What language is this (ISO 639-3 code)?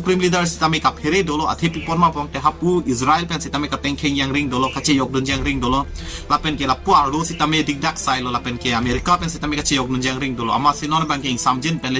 mjw